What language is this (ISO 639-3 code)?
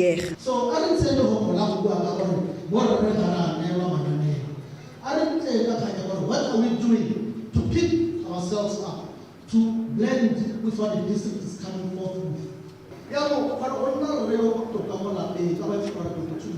tsn